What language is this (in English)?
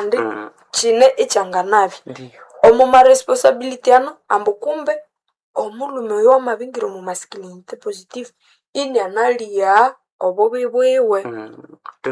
Nande